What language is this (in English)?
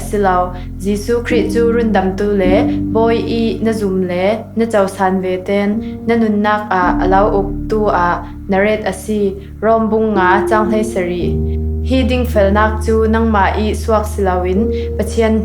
Falam Chin